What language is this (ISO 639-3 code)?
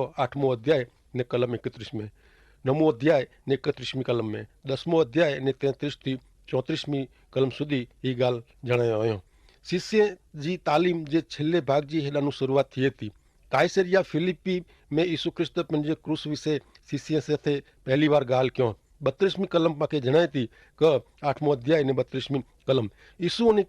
kfr